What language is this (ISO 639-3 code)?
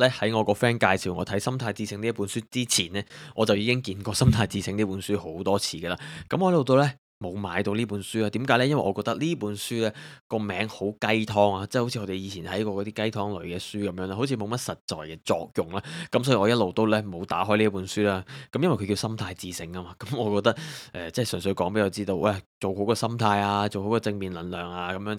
yue